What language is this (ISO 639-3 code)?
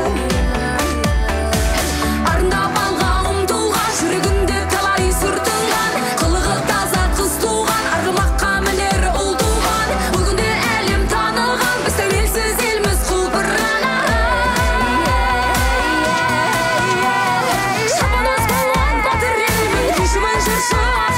kaz